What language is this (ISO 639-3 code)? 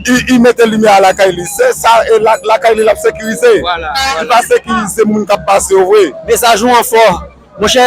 hat